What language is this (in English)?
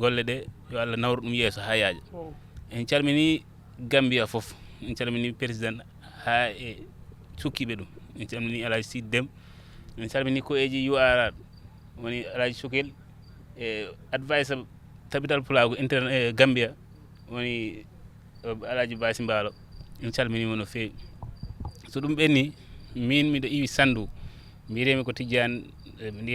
Fula